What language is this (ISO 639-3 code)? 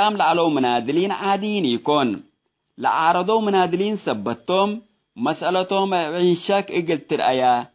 tig